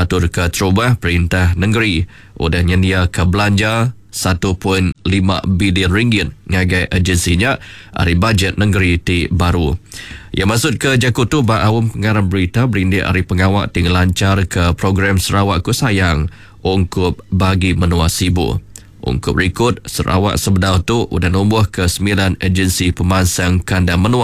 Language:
Iban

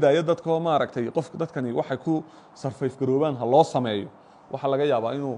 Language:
Somali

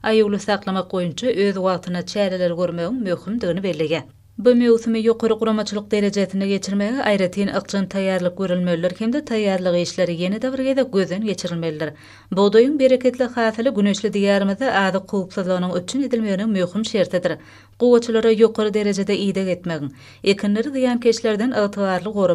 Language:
Turkmen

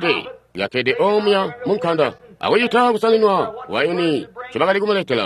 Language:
Tonga (Zambia)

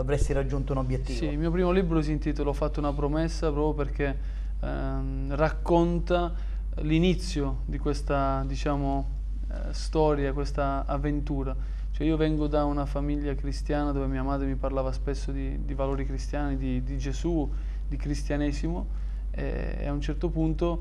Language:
Italian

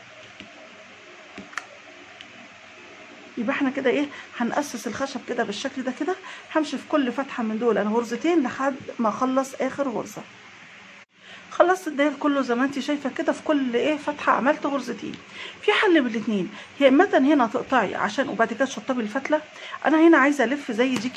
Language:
Egyptian Arabic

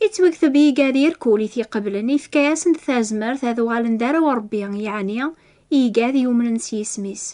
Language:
Kabyle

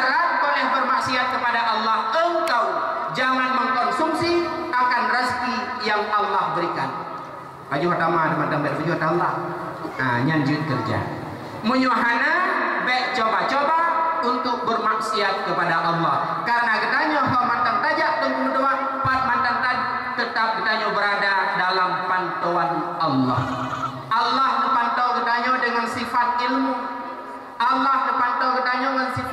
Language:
Achinese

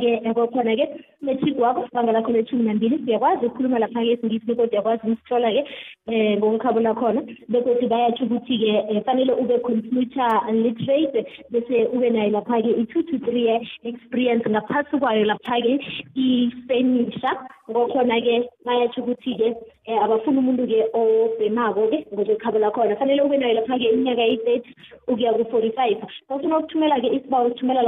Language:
South Ndebele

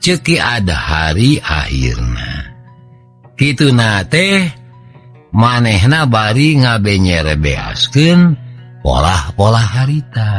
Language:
Sundanese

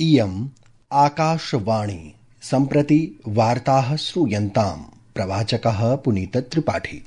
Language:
Sanskrit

